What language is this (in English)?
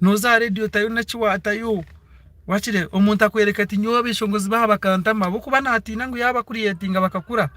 Nyankole